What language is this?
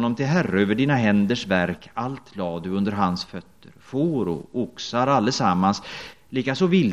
Swedish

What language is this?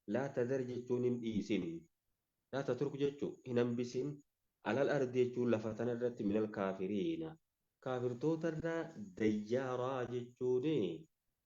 Oromo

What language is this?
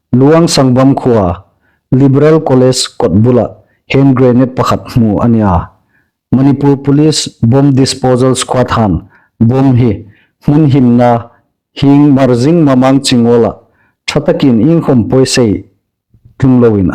Hmar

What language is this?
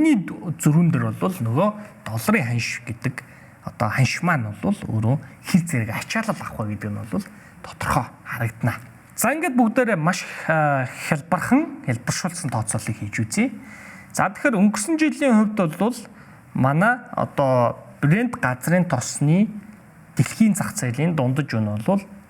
Mongolian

